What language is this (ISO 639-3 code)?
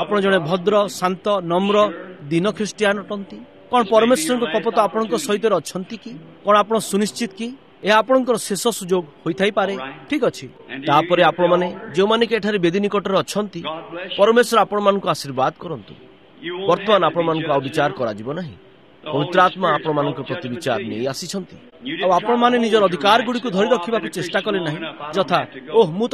ori